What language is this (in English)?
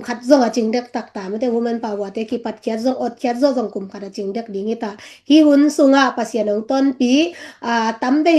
Tedim Chin